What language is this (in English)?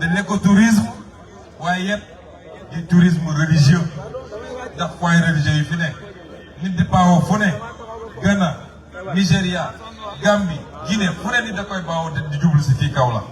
Wolof